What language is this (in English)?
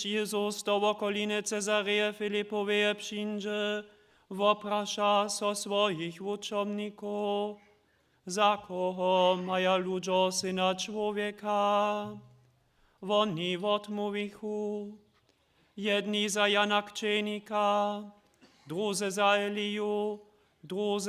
Upper Sorbian